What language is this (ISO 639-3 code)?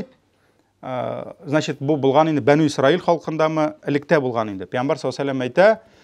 tat